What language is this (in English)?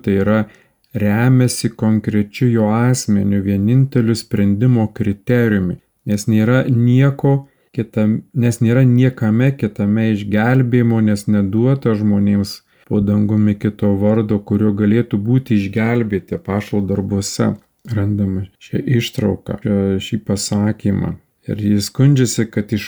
Lithuanian